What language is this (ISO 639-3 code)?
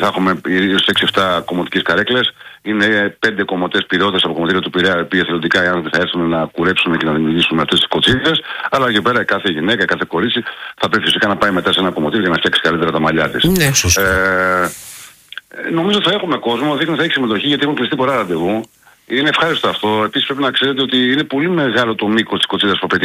ell